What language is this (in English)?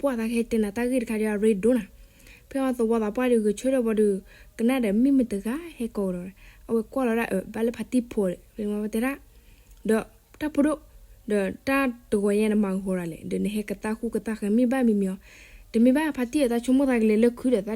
S'gaw Karen